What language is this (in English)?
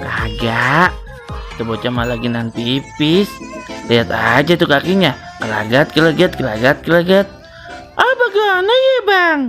Betawi